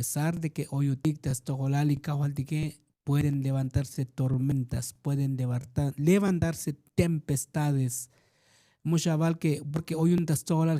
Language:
Tzotzil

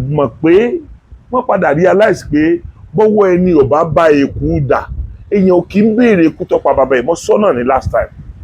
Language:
Yoruba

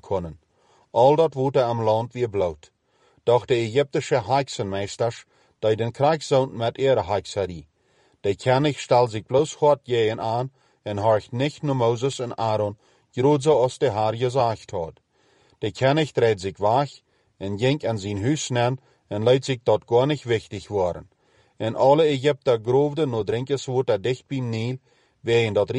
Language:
Plautdietsch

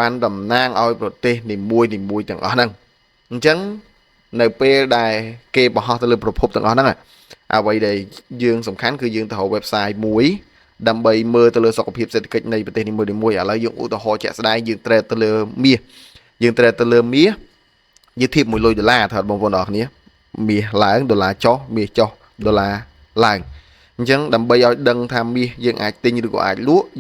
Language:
Khmer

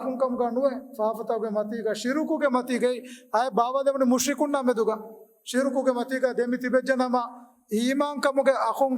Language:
Divehi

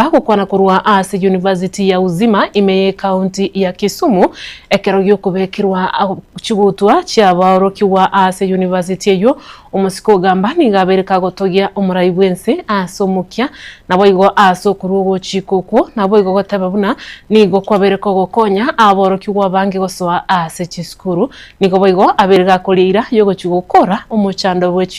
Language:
Gusii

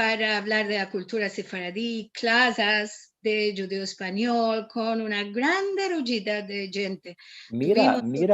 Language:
Ladino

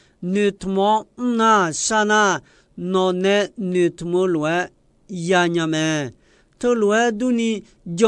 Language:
Akha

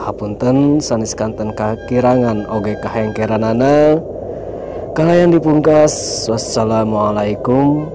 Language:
Sundanese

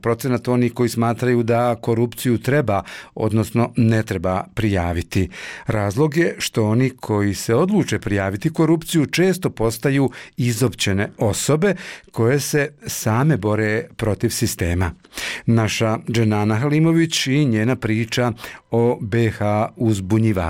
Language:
Bosnian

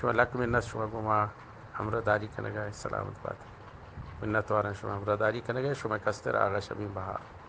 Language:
Eastern Balochi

